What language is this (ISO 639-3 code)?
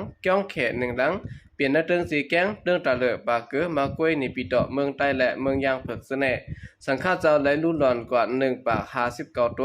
shn